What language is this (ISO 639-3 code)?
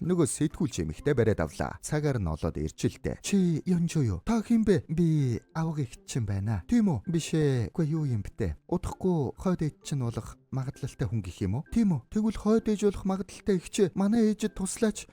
mon